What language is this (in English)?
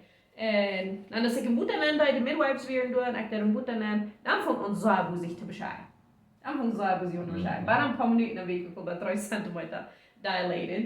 Plautdietsch